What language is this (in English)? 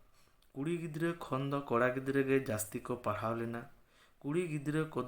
Santali